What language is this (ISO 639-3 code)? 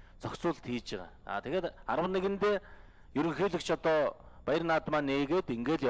mon